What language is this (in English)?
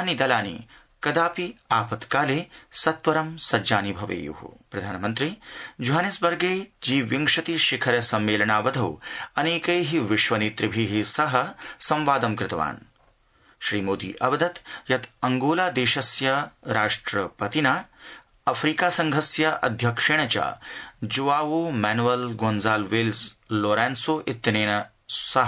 Sanskrit